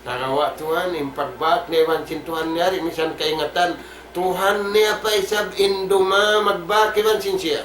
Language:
Tausug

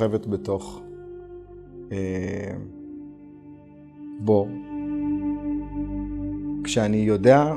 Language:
Hebrew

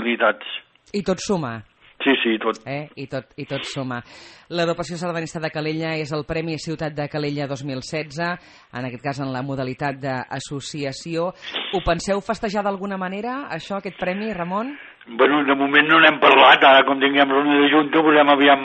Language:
Catalan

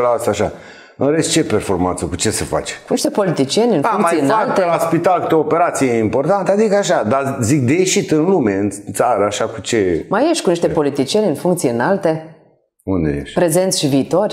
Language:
Romanian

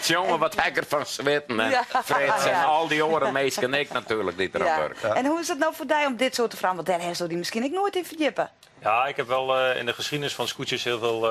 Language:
Western Frisian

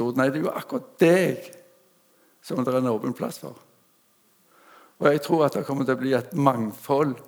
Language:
Norwegian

